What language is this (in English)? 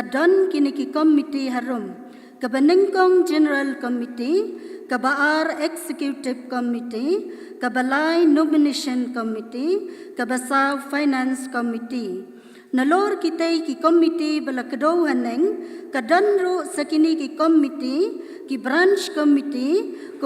Khasi